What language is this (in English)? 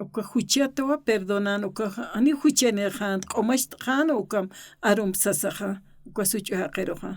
Aymara